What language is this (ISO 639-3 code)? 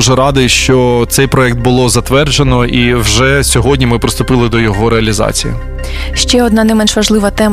ukr